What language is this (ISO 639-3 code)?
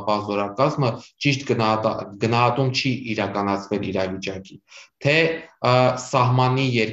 hye